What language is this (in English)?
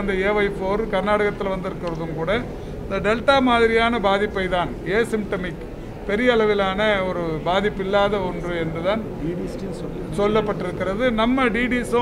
Tamil